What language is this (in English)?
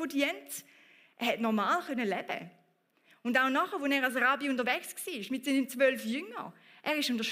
Swiss German